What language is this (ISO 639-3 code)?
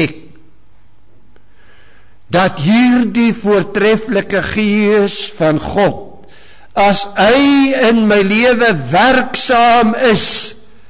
afr